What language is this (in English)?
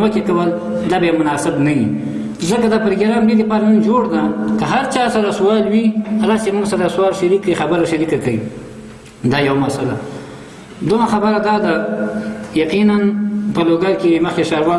Pashto